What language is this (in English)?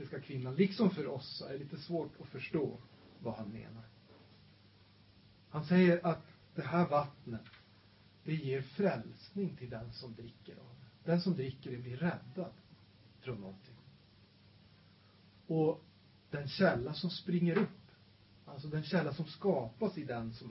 Swedish